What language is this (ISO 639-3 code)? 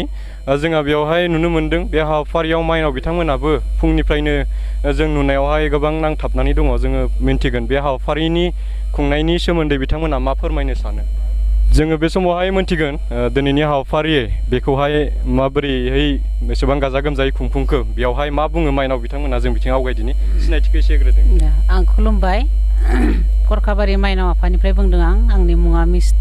brx